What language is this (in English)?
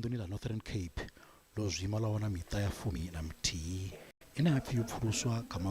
Venda